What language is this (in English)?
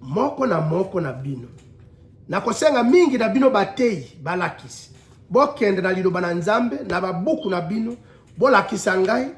Lingala